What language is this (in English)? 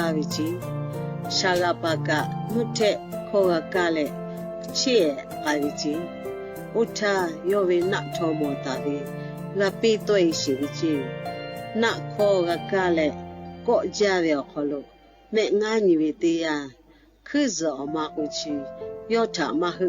Lahu